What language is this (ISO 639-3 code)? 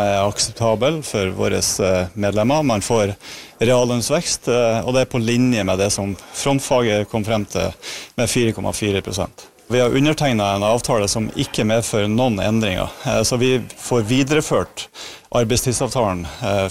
nor